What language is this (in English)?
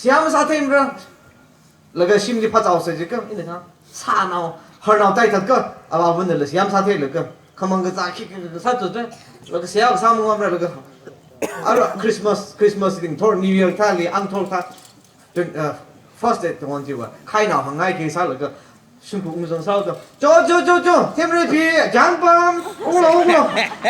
Tangkhul Naga (India)